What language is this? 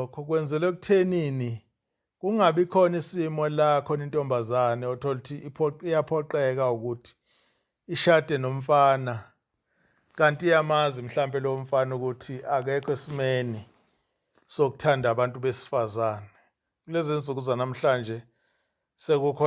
Zulu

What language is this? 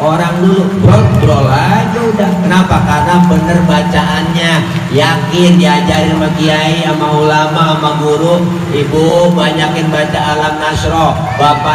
Betawi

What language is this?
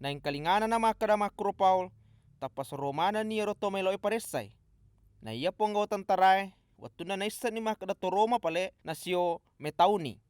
Buginese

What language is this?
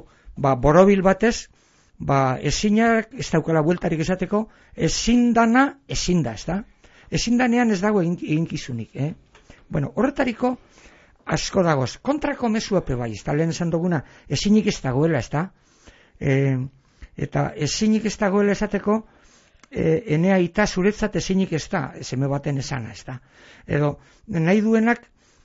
Basque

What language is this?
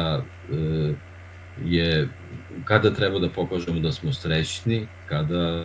Serbian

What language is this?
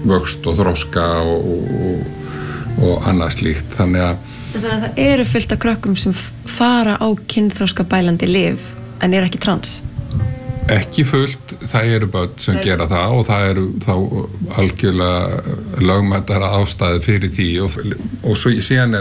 Icelandic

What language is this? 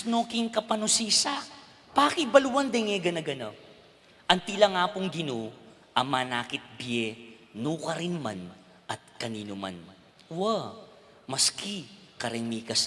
Pampanga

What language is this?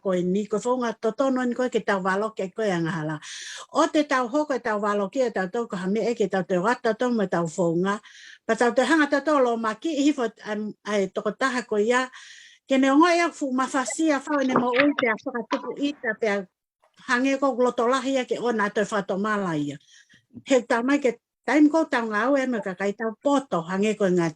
Tongan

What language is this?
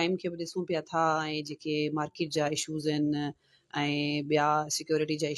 Sindhi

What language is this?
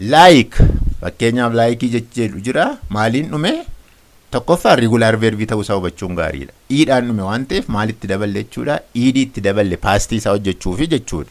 Oromo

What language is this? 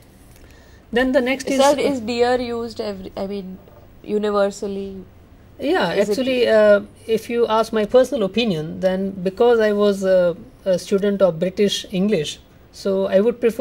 English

